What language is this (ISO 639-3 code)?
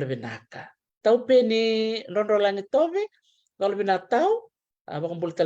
fij